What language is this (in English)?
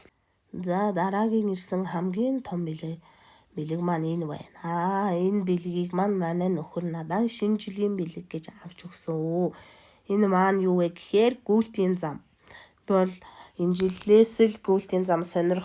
Mongolian